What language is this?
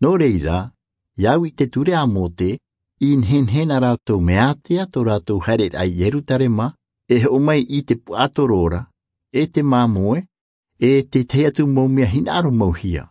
Tahitian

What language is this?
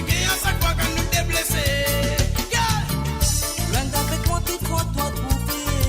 Morisyen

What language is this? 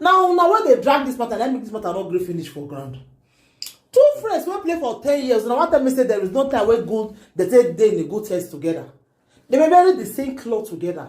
Nigerian Pidgin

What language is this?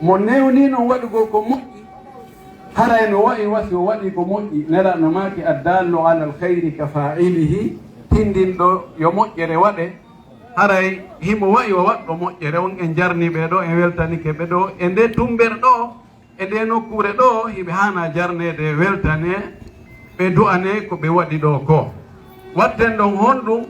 Fula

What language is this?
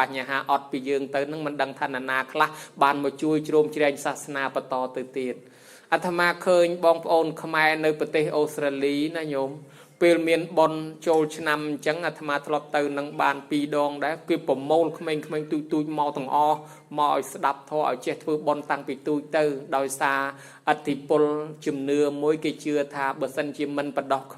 Khmer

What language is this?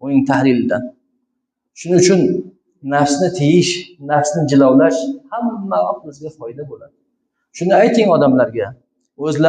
Uzbek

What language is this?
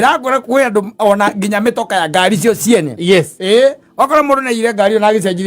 Kikuyu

